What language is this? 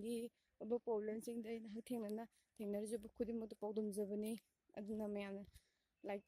Manipuri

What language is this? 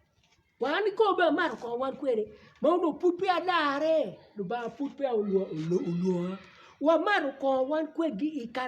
Acoli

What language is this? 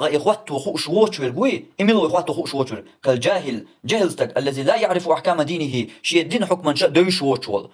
Chechen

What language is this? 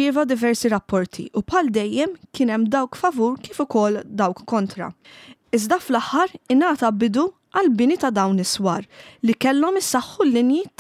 Maltese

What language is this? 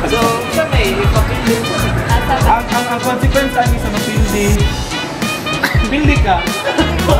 Filipino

